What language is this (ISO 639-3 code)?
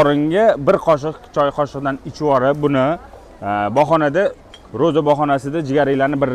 uzb